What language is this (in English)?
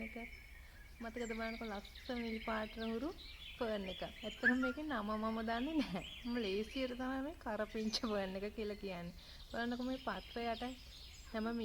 Sinhala